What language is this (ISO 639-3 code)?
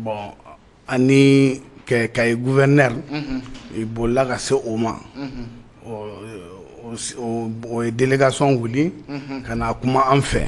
bam